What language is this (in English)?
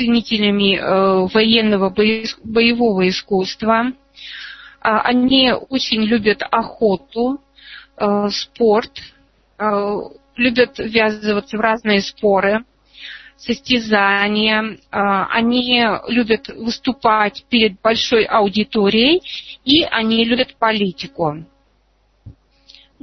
Russian